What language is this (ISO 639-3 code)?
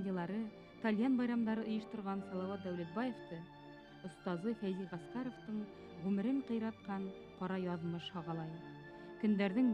bak